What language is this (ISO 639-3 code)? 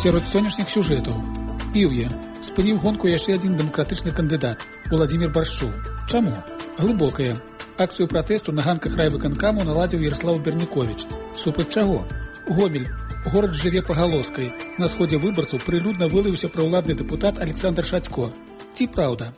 bel